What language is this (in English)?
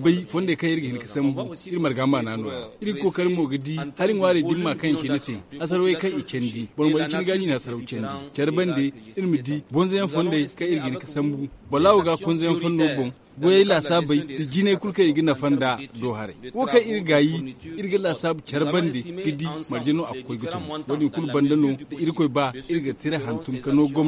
Zarma